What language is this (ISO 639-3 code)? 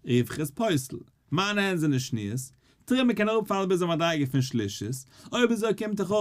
yid